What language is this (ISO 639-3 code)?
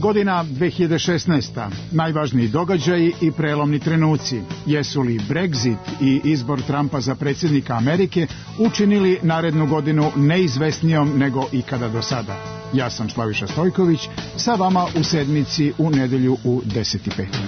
srp